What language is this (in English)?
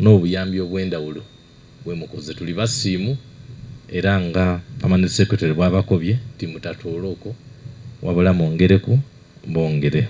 Soga